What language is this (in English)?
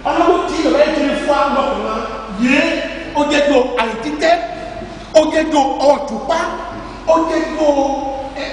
Ifè